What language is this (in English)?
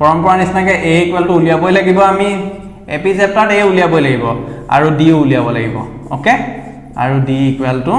Assamese